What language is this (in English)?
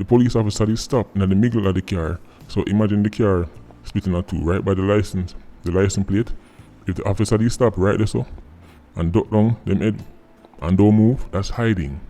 Jamaican Creole English